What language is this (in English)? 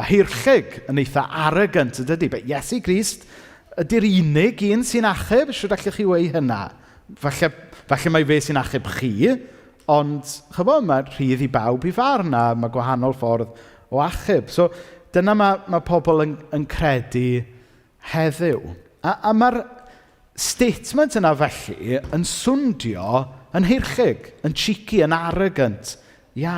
Welsh